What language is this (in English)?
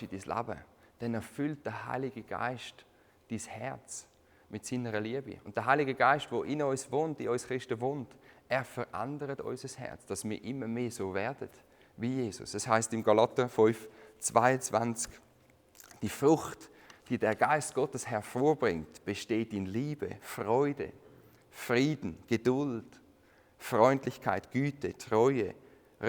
Swiss German